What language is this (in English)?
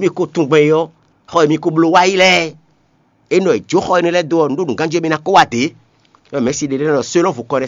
Fon